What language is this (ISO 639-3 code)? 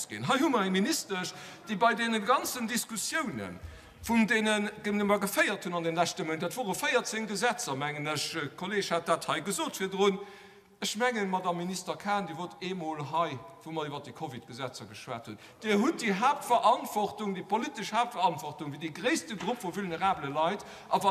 ltz